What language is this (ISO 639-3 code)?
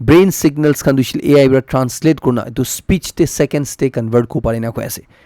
nag